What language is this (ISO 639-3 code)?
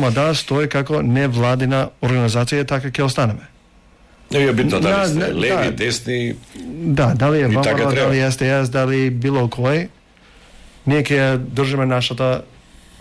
mkd